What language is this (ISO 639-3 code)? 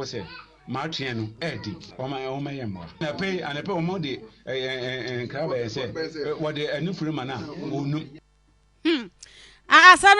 aka